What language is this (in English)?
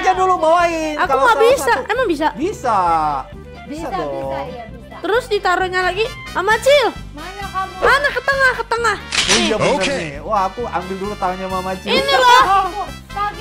Indonesian